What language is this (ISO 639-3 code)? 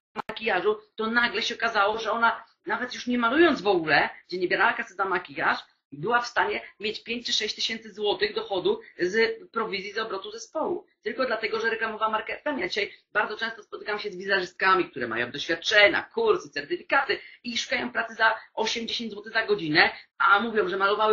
pol